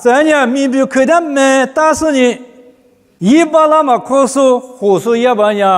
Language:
Lisu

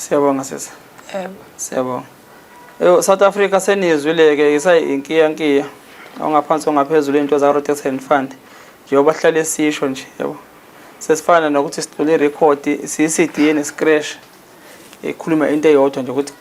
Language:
Zulu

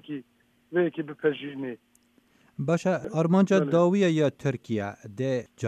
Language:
Kurdish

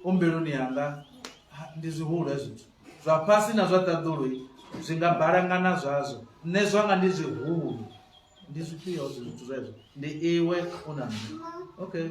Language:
Venda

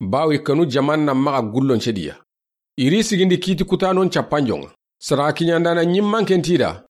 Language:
Soninke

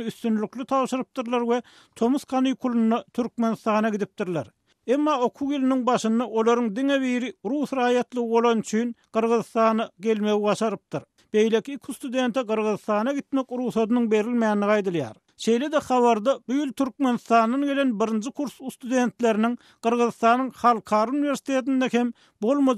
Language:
Turkmen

